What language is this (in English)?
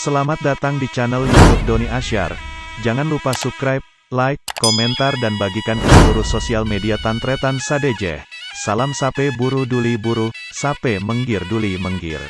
Madurese